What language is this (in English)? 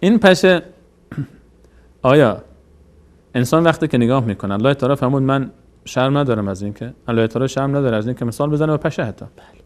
Persian